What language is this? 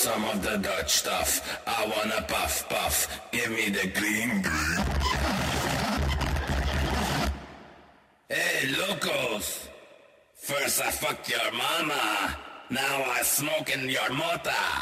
English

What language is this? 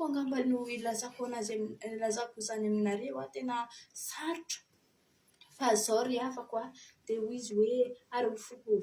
Malagasy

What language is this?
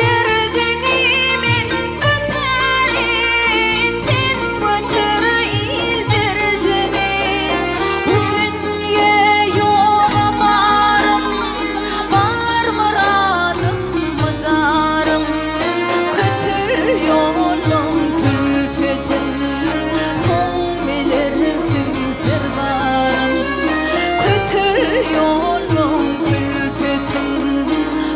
Turkmen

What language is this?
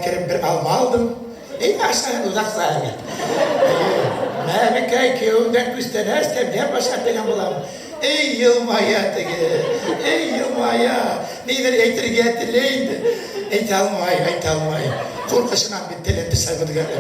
Bashkir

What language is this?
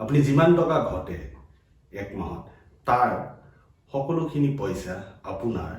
Assamese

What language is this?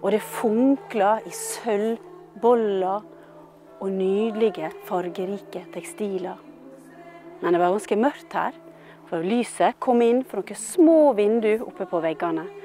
Norwegian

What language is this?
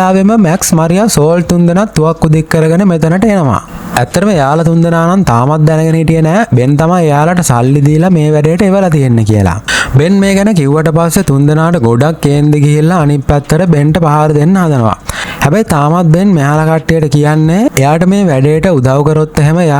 Sinhala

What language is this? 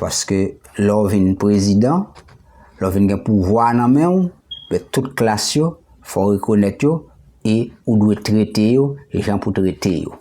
Haitian Creole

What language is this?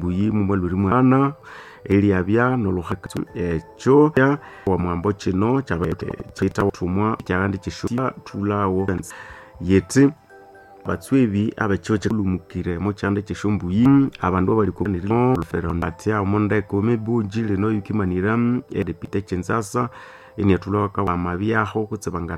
Nande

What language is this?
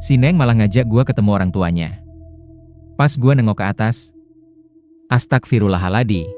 Betawi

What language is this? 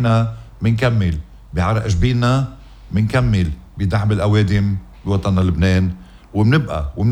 North Levantine Arabic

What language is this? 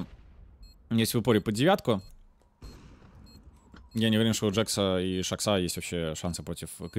Russian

